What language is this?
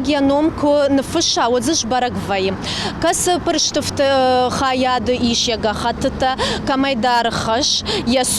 Ossetic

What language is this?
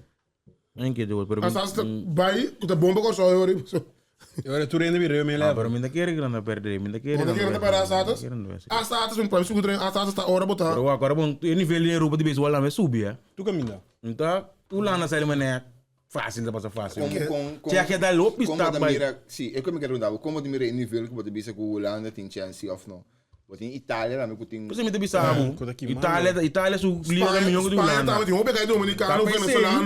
Papiamento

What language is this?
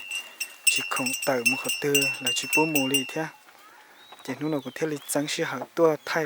Hmong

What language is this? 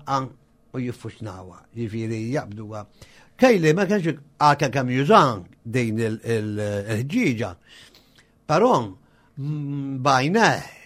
Maltese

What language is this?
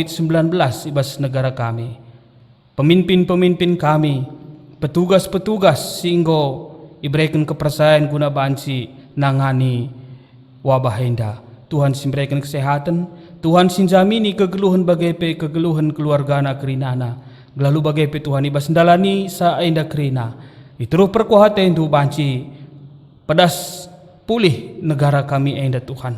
Batak Karo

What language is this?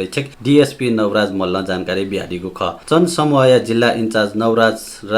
Newari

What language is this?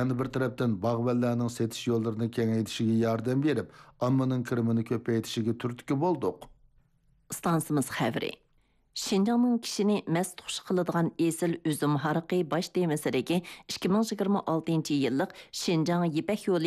Uyghur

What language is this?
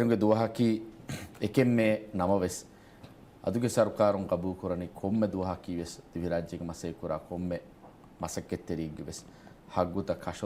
Divehi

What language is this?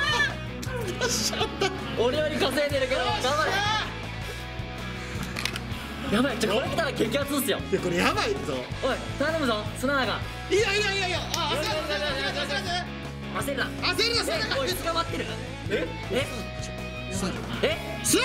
Japanese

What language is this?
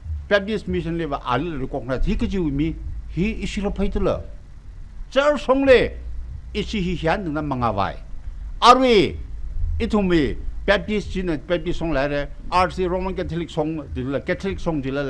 Tangkhul Naga (India)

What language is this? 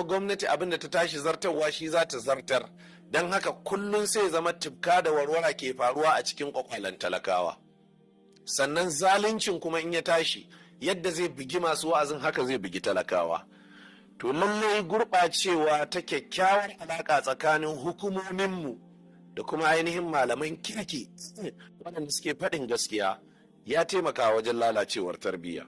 Hausa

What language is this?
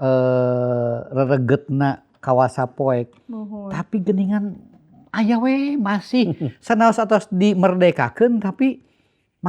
Sundanese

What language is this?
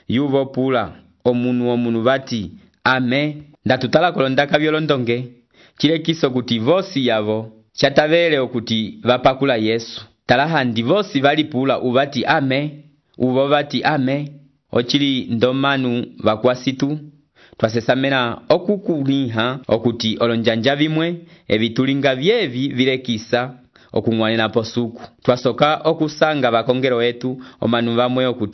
Umbundu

